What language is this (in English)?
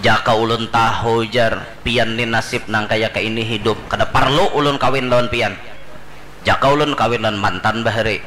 Banjar